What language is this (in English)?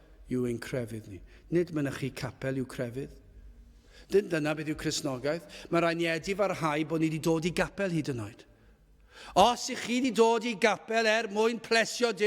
Welsh